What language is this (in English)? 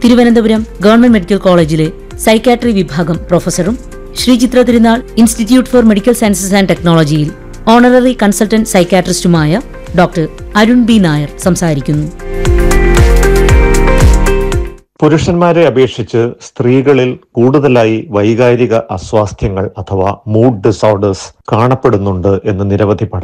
Malayalam